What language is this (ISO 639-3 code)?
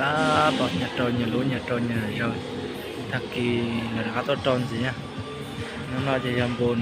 hmn